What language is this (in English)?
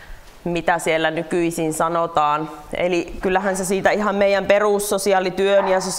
Finnish